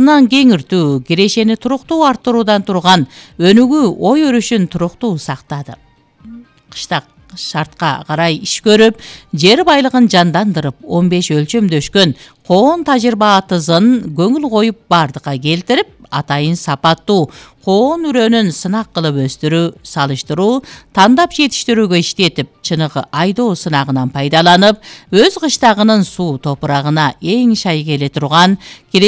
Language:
Kyrgyz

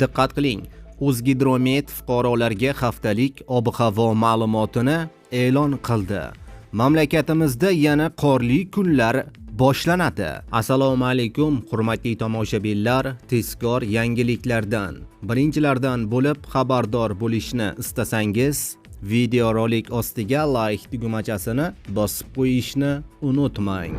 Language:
Uzbek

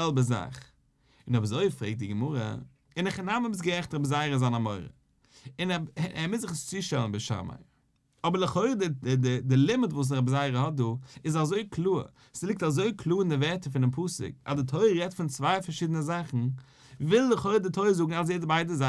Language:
Yiddish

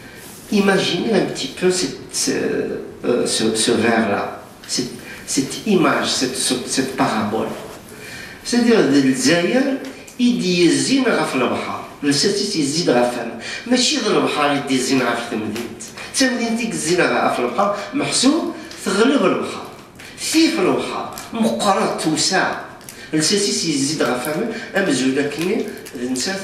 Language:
Kabyle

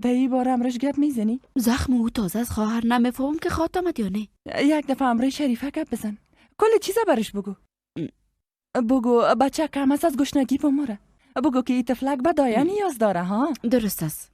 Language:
Persian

